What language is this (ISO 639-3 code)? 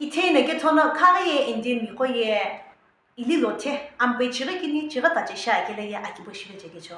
nsm